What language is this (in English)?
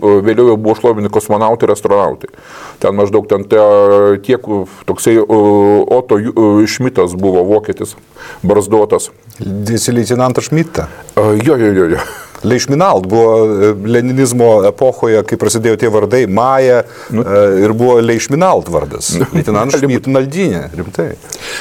Lithuanian